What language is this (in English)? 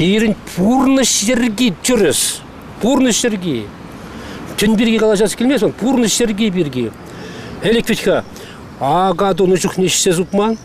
Chuvash